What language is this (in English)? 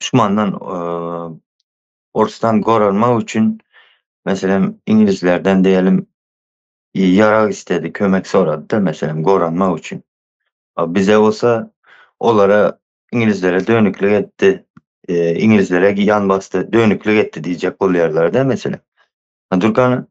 Turkmen